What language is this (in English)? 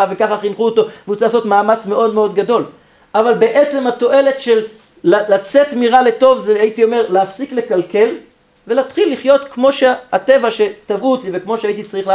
Hebrew